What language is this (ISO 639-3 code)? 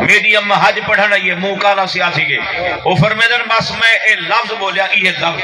skr